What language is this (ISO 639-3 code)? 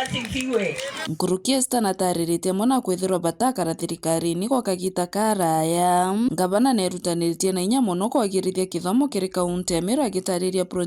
mer